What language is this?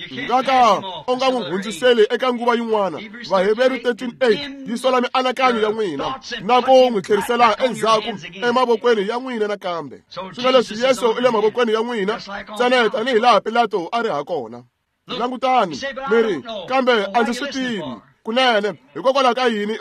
Tsonga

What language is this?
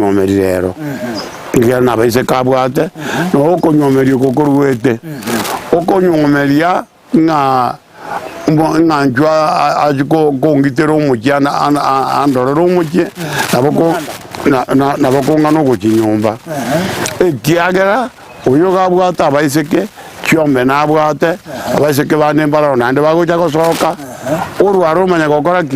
Gusii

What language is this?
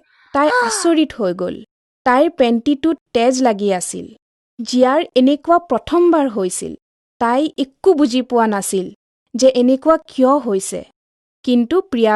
Assamese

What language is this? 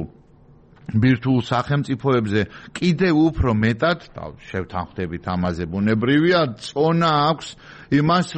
Georgian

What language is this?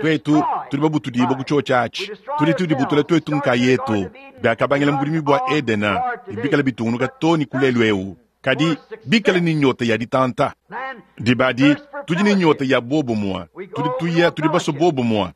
Luba-Lulua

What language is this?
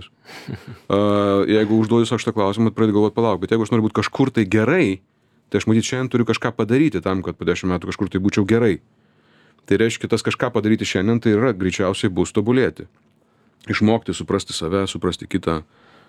Lithuanian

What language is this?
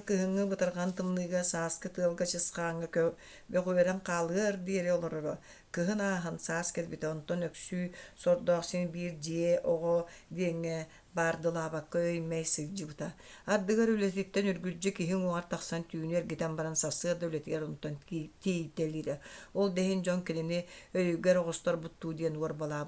Yakut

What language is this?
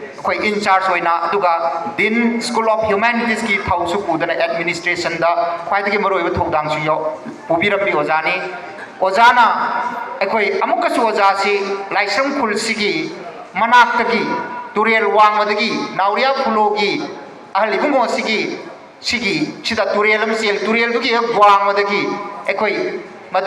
Manipuri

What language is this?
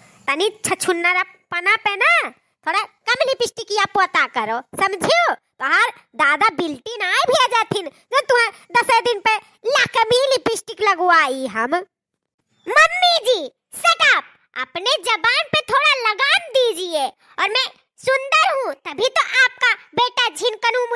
Awadhi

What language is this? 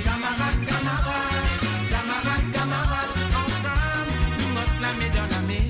Morisyen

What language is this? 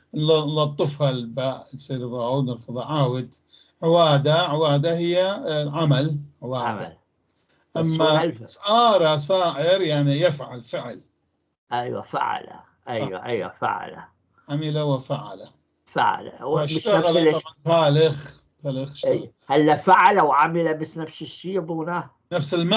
North Levantine Arabic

